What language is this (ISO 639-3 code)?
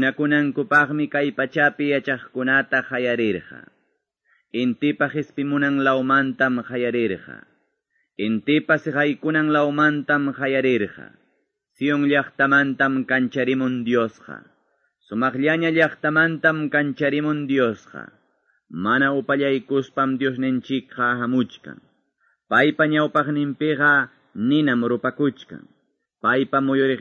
que